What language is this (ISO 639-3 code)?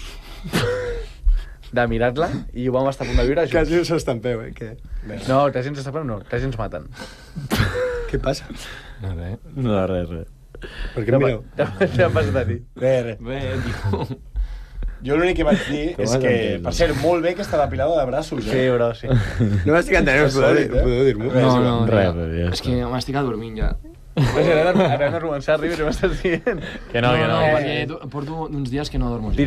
cat